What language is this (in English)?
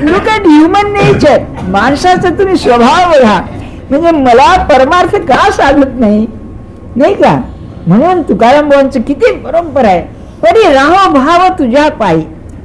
Marathi